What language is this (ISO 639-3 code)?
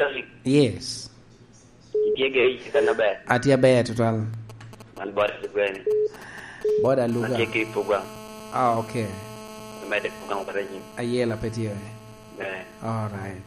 laj